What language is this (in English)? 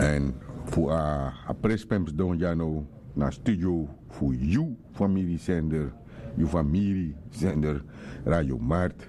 Sranan Tongo